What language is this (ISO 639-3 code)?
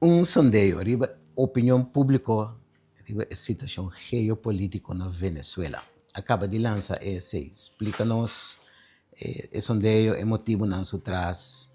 pap